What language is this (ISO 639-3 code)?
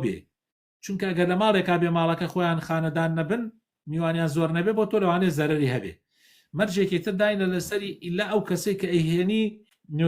ckb